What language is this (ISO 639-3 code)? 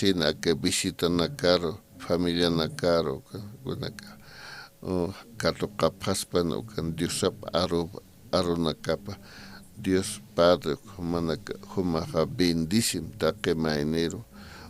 aym